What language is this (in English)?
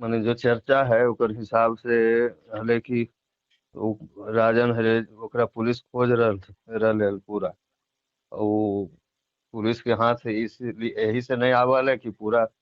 Magahi